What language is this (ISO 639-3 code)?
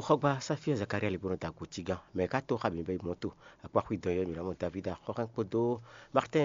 fon